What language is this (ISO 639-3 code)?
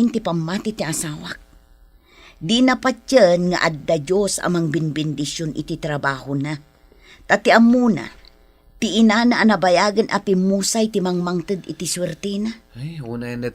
ilo